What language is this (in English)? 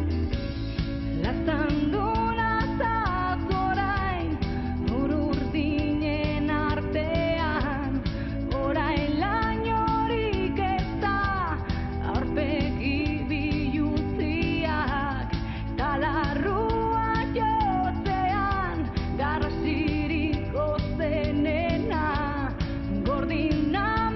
Basque